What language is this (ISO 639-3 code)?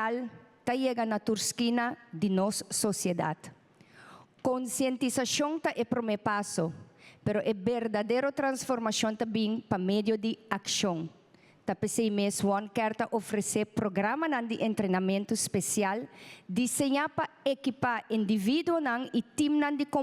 pap